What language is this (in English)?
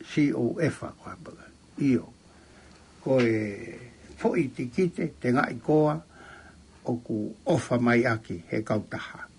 Tongan